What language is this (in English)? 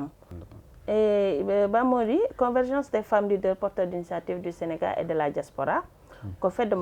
Fula